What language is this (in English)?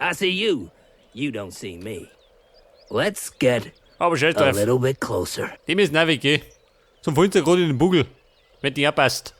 Bavarian